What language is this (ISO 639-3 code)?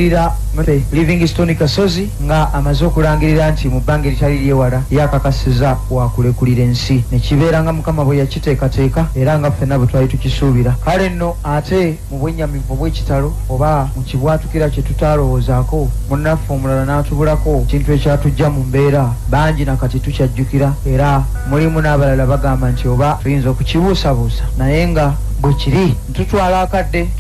lug